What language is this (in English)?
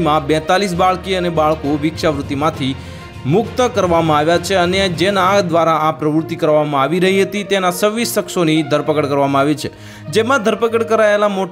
Gujarati